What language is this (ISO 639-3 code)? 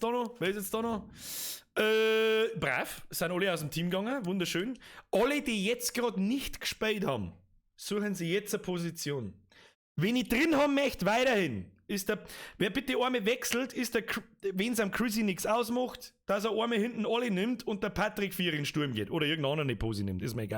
bar